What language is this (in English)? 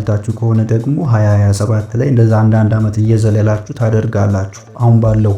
Amharic